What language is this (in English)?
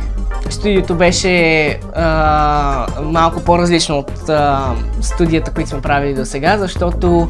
Bulgarian